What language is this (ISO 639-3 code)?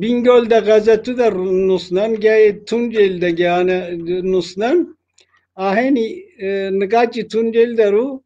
zza